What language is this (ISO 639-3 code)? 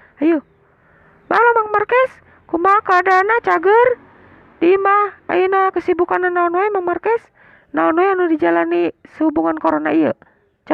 sun